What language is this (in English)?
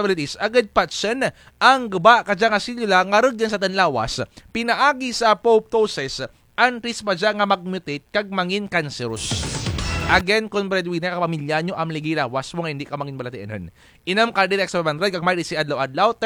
Kinaray-a